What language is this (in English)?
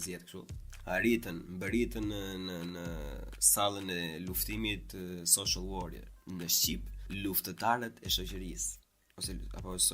Albanian